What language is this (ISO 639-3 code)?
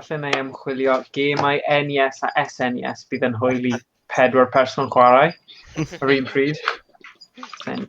cym